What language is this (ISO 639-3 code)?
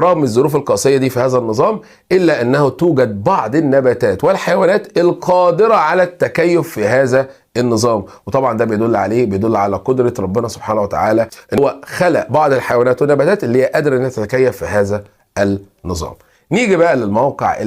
arz